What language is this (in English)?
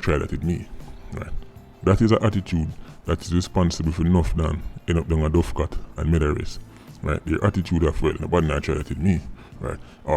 Jamaican Creole English